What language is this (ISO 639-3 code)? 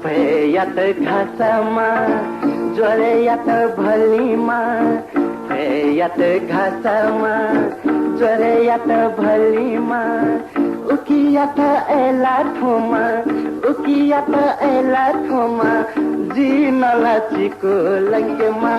new